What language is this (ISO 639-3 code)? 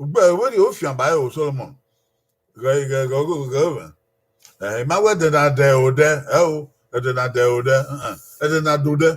bin